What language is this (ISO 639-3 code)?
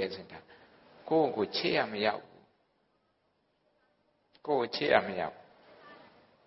mya